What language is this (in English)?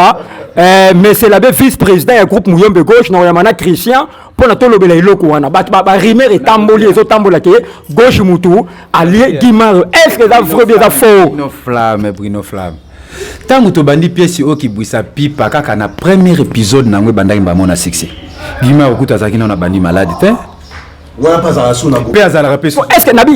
Lingala